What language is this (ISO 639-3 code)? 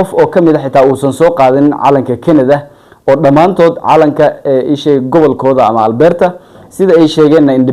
som